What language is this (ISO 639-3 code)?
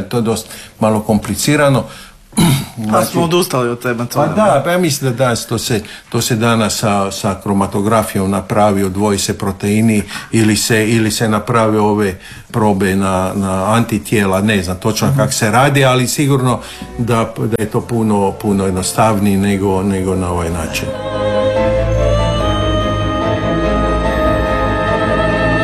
hrv